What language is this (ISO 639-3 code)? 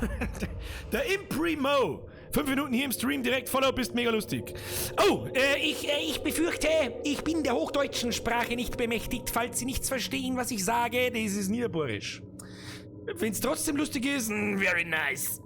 bar